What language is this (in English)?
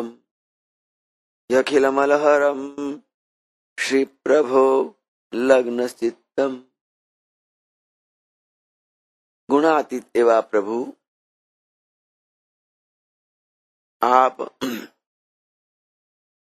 Gujarati